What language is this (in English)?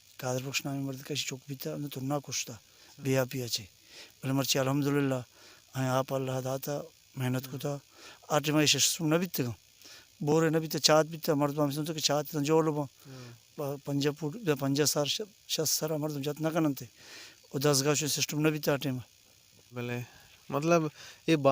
Baluchi